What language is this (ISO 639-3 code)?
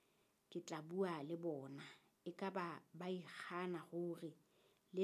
sot